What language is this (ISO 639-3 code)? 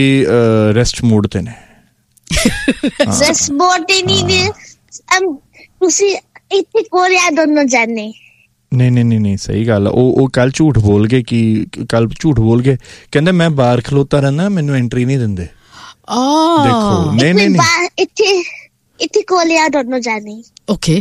pan